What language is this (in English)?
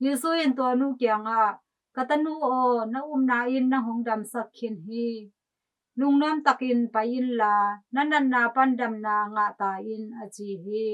Tedim Chin